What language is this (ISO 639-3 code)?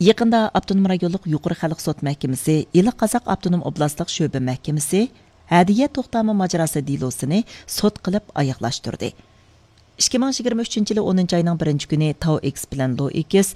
uig